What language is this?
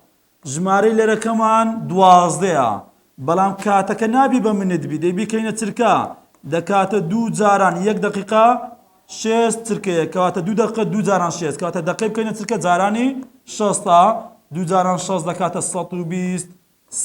Central Kurdish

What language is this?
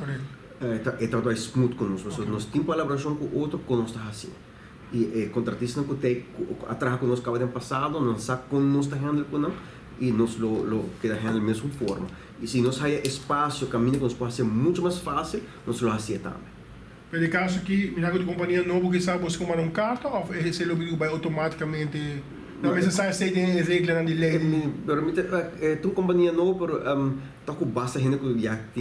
Papiamento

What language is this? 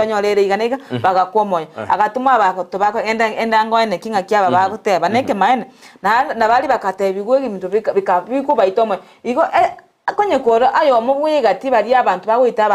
Gusii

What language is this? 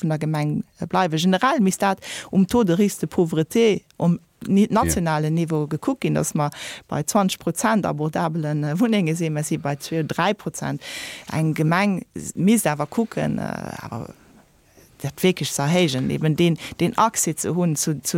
Luxembourgish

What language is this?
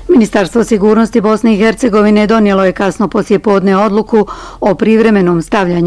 Bosnian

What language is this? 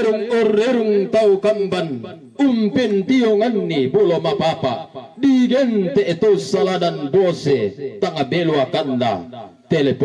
Toraja-Sa'dan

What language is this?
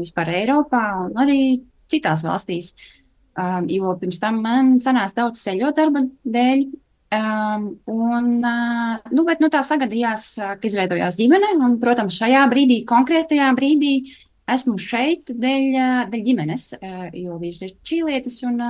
Latvian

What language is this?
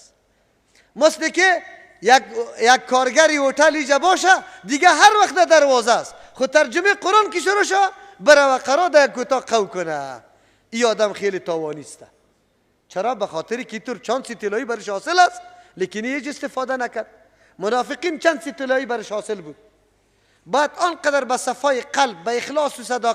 Persian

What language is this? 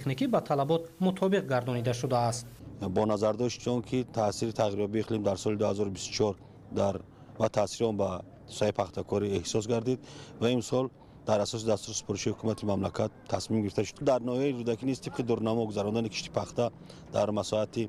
Tajik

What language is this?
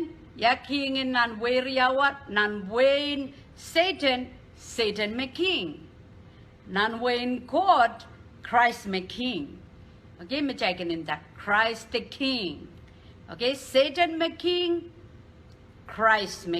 Pohnpeian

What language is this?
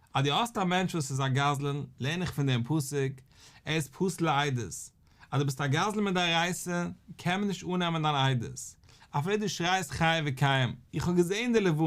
Yiddish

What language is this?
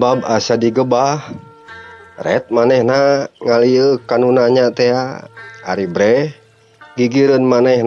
Sundanese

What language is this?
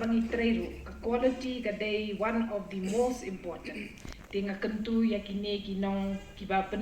Pnar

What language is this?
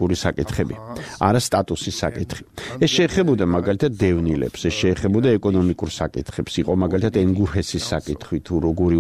Georgian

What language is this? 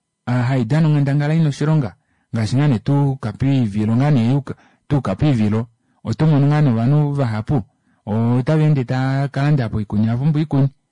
Kuanyama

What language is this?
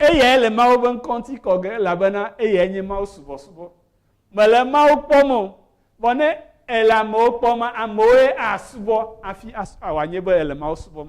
Ewe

